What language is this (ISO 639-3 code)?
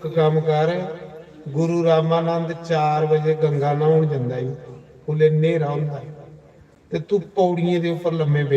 doi